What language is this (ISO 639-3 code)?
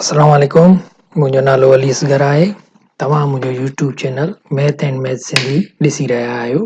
snd